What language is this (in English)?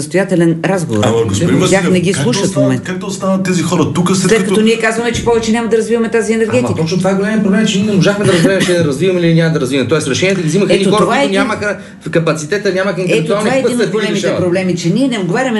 Bulgarian